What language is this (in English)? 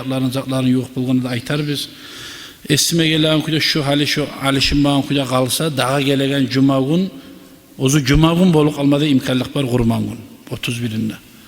Kumyk